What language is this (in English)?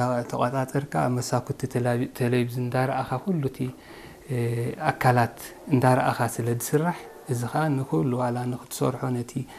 Tigrinya